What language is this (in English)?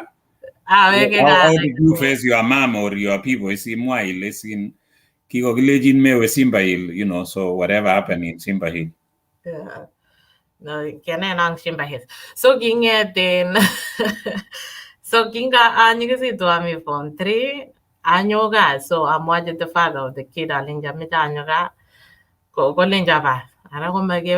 Kalenjin